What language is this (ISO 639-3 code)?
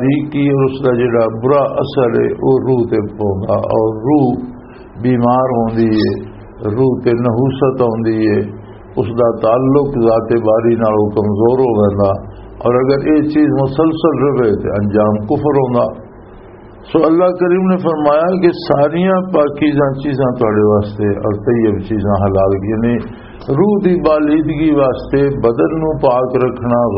lah